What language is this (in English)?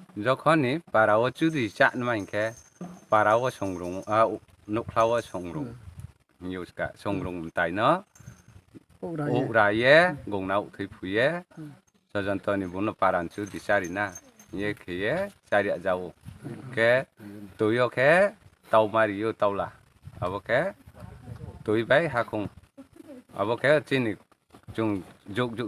Riang (India)